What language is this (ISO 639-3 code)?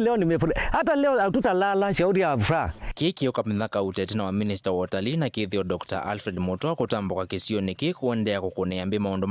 kam